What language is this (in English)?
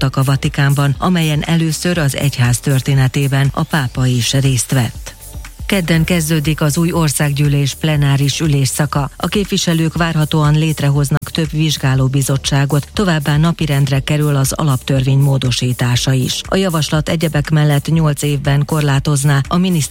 Hungarian